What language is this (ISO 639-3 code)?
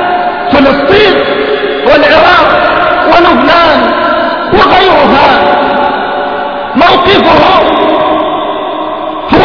ara